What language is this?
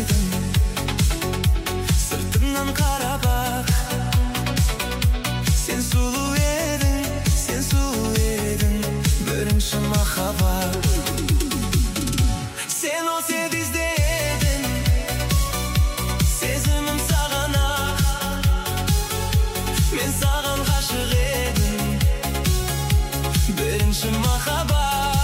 Kazakh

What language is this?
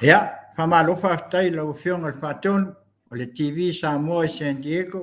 Samoan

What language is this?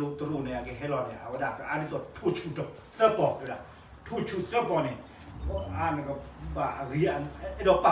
S'gaw Karen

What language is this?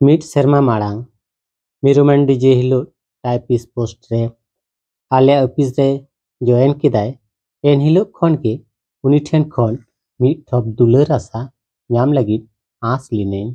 Santali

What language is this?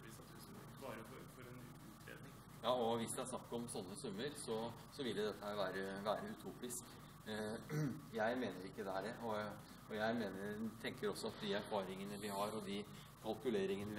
Norwegian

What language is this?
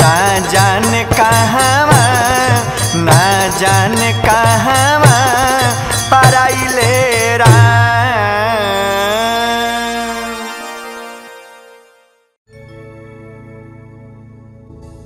Bhojpuri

